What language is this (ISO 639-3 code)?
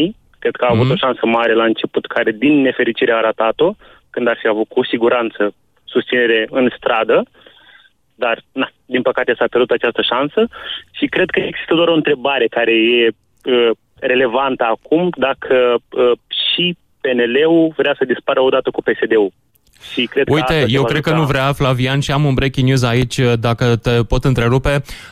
ron